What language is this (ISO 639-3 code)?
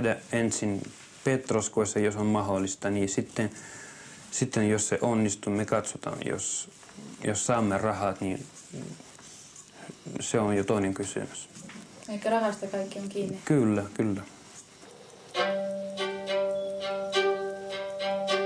fin